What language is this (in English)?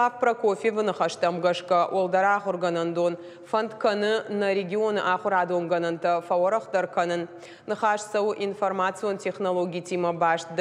Ossetic